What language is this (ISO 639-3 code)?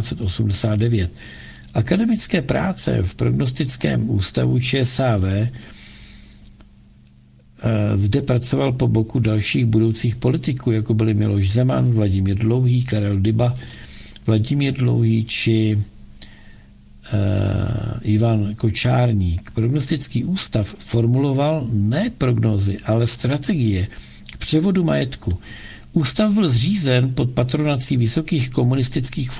ces